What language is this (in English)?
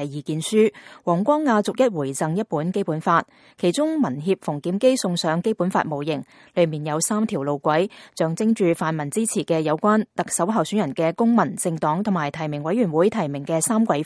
Cantonese